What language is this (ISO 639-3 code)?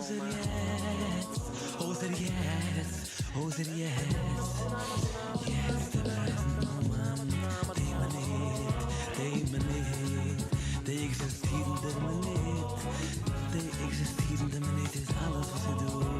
yid